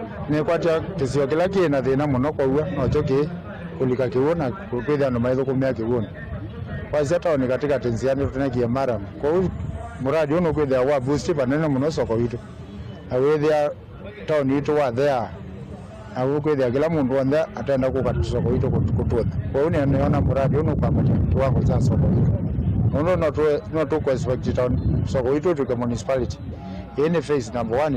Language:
Kamba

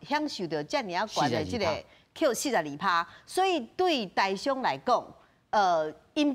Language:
Min Nan Chinese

